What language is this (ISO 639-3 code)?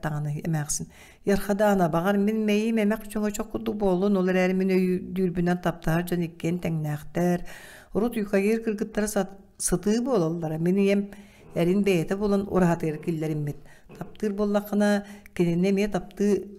sah